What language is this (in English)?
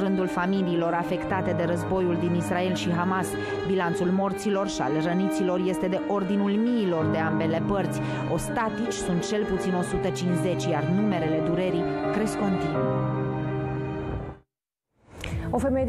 Romanian